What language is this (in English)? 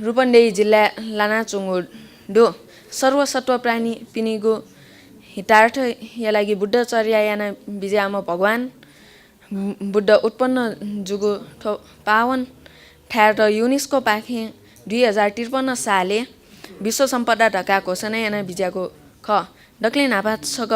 Newari